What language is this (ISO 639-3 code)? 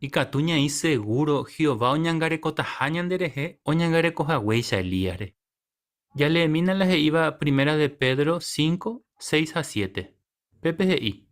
grn